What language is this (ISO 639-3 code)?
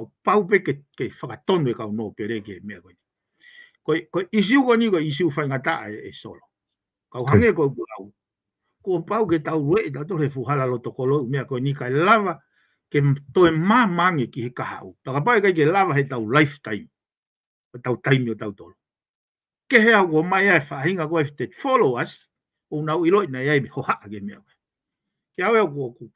ton